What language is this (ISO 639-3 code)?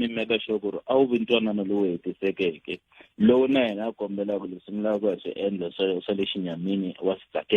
tso